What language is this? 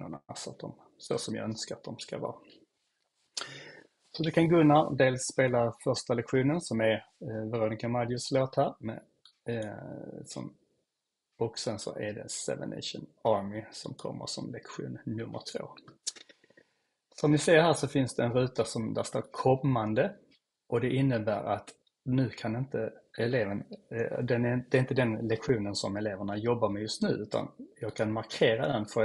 Swedish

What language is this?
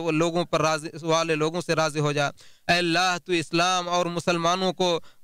Urdu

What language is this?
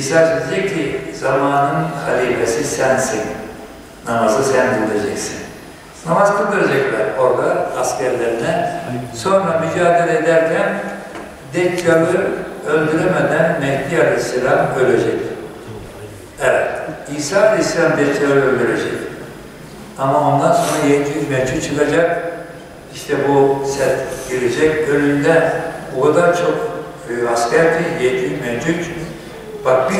Turkish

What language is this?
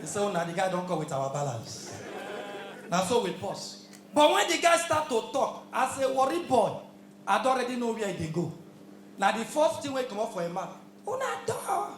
Nigerian Pidgin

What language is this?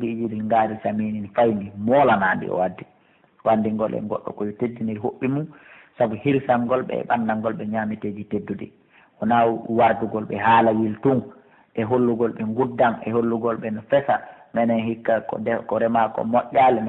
Pular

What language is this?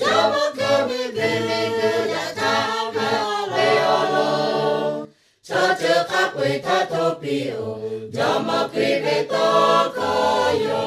Lahu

